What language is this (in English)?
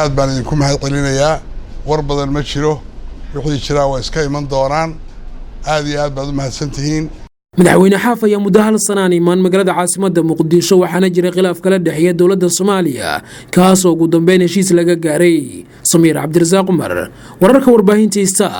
Somali